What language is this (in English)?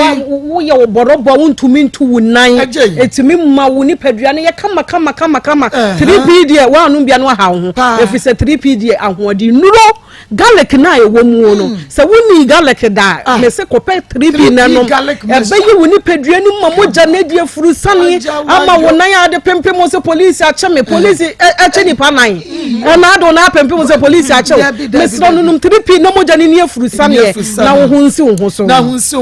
Akan